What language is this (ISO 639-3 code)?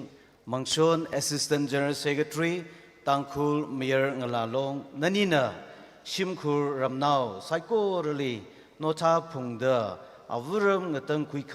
nmf